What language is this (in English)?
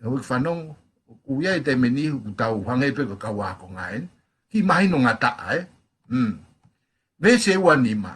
Tongan